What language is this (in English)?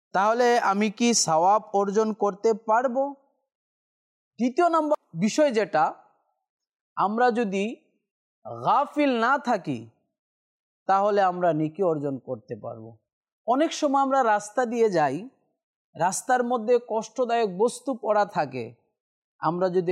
Bangla